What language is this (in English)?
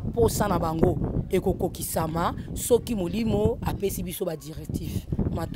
Lingala